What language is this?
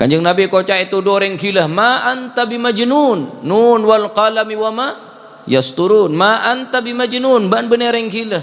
Madurese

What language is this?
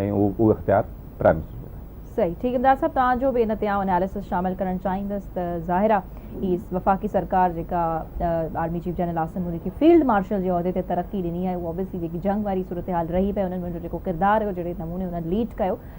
Sindhi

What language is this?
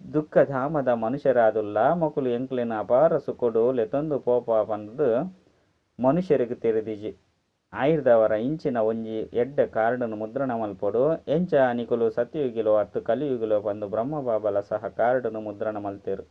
Tulu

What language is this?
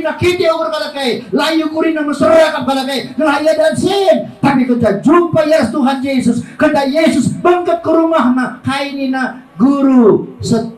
Batak Karo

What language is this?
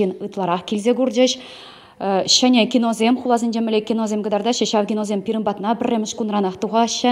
Chuvash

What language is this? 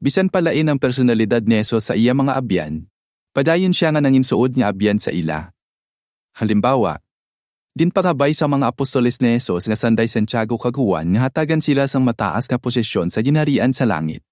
Hiligaynon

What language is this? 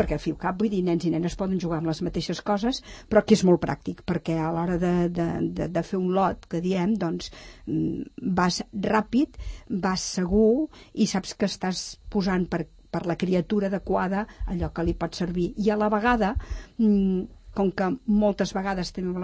Catalan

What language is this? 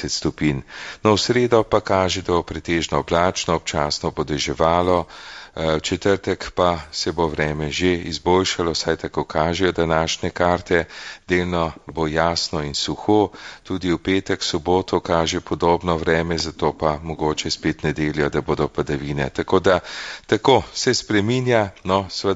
Slovenian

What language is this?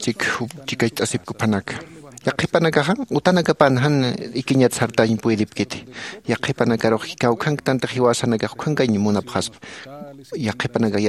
Aymara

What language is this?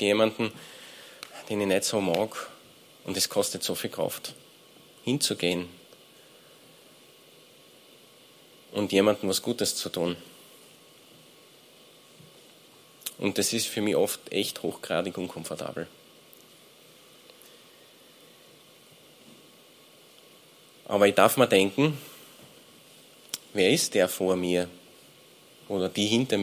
German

